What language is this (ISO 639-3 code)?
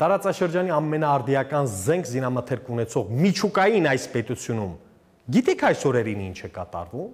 hye